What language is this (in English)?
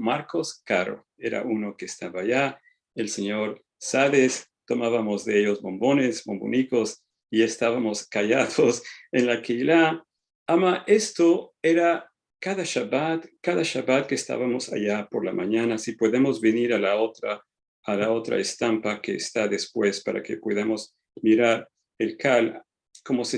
Ladino